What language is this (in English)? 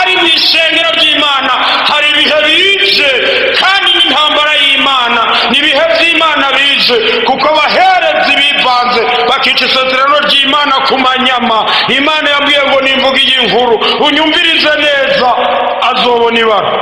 Rundi